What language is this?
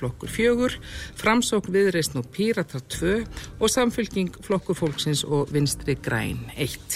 Icelandic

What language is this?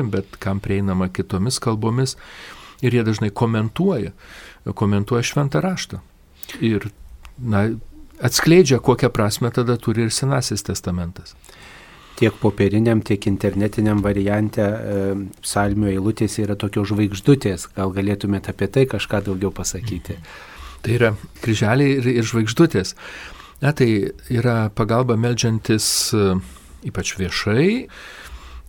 Lithuanian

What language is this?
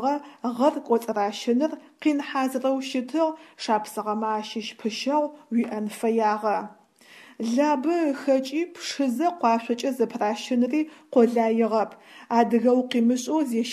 Adyghe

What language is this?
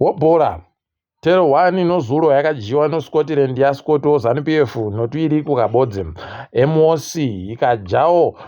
Ndau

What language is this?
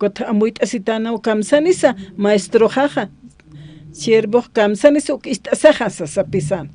Aymara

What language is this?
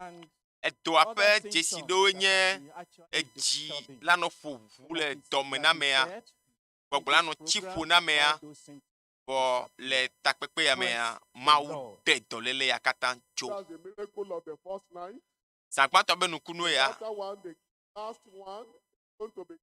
Ewe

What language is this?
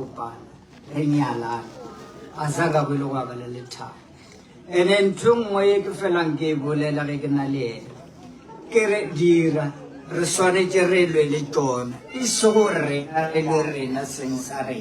Northern Sotho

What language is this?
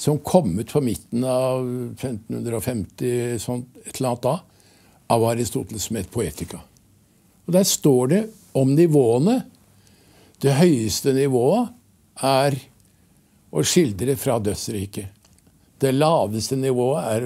Norwegian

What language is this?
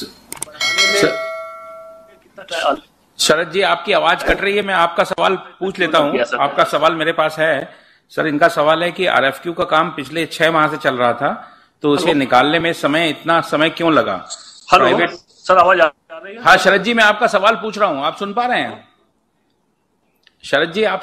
Hindi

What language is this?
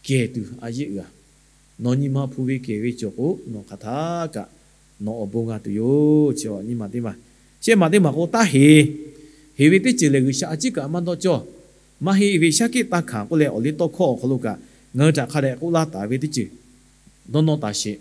Lahu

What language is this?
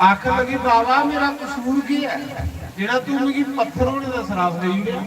Dogri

